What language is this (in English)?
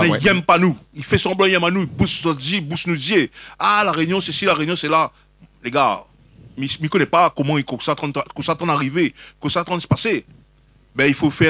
Réunion Creole French